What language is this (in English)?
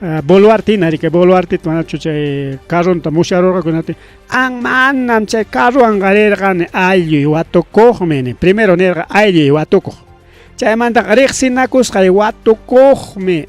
Ayacucho Quechua